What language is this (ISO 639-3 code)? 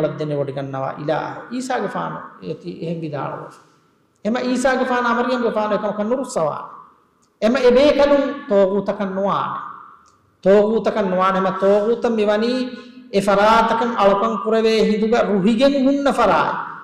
div